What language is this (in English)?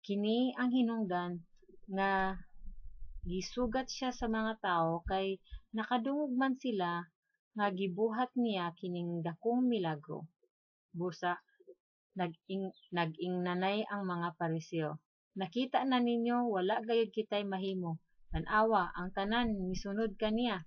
Cebuano